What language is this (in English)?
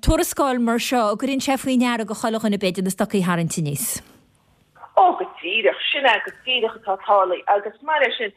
Irish